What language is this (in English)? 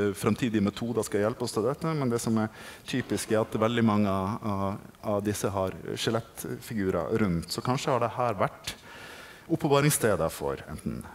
Norwegian